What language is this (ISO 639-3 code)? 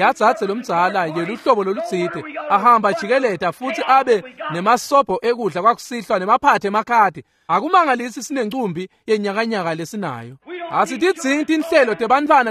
ssw